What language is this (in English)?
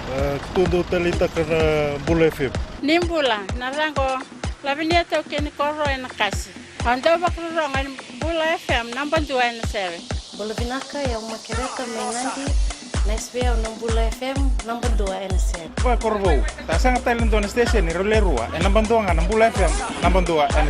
Fijian